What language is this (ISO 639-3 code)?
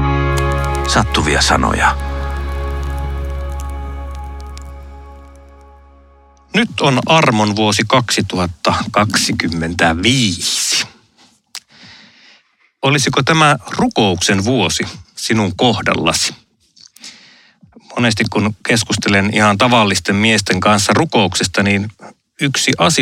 fin